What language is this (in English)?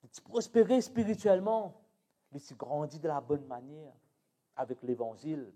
Morisyen